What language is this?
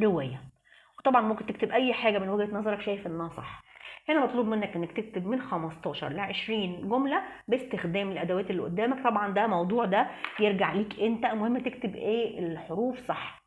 Egyptian Arabic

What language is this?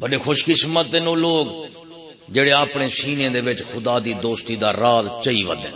Saraiki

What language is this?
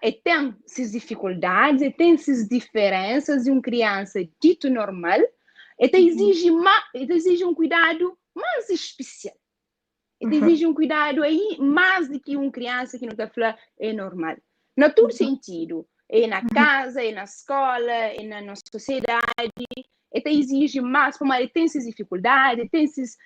Kabuverdianu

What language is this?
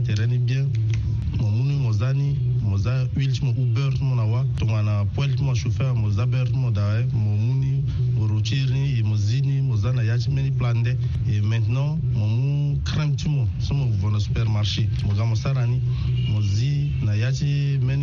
Sango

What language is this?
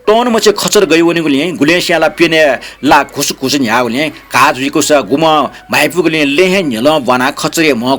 Newari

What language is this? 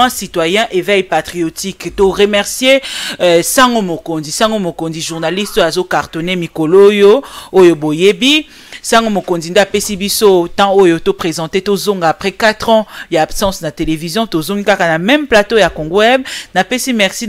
Lingala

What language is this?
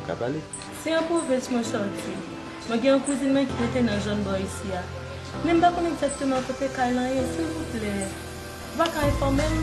Haitian Creole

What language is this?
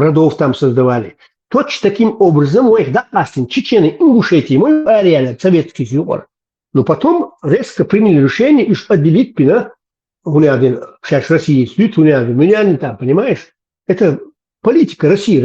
Chechen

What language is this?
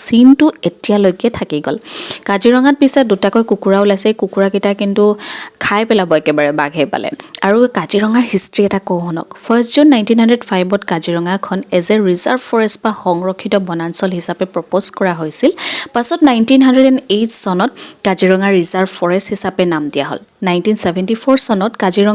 Assamese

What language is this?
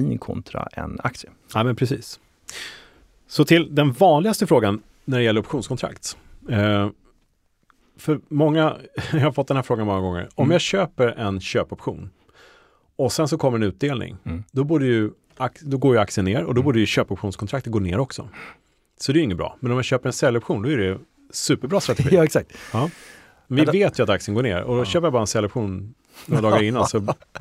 Swedish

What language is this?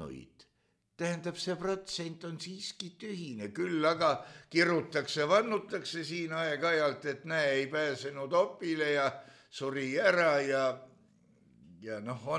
Estonian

